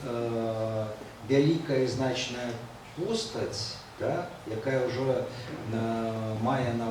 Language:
Belarusian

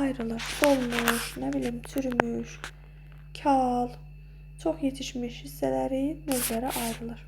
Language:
Azerbaijani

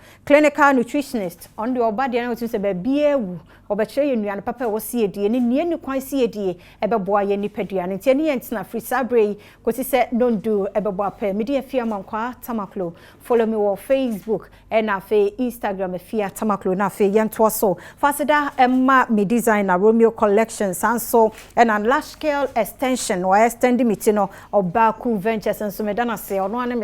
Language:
Akan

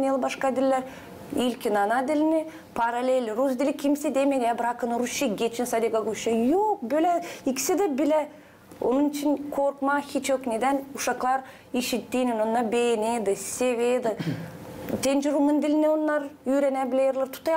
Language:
Gagauz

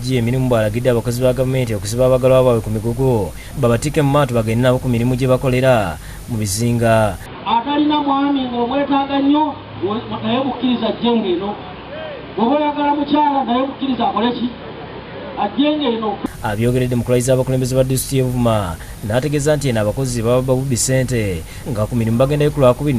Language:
Ganda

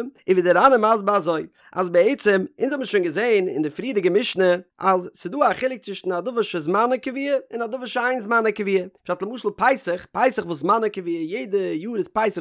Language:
Yiddish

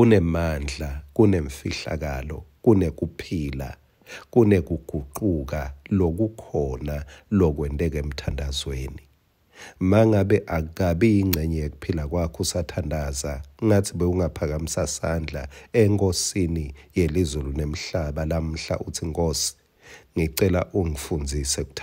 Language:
Swati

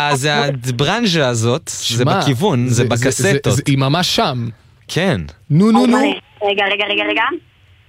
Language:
Hebrew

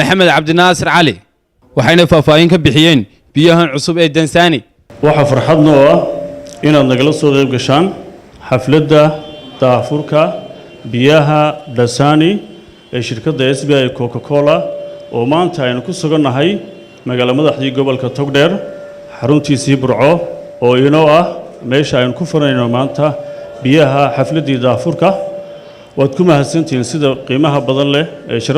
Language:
Somali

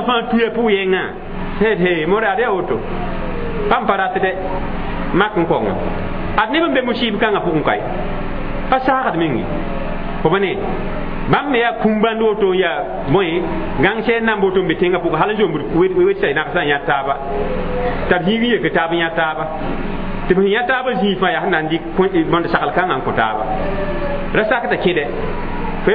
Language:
Mossi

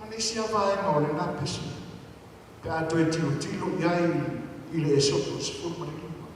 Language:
Samoan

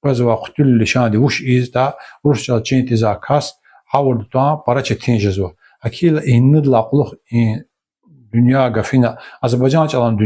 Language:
Lezghian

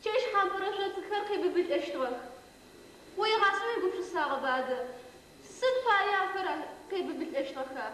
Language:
Adyghe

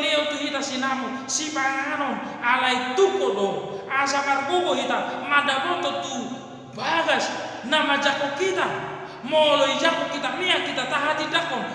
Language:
Batak Toba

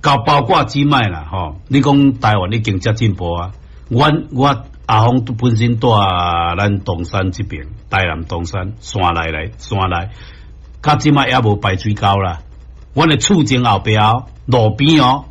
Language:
Min Nan Chinese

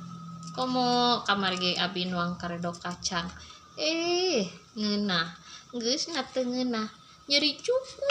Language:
Sundanese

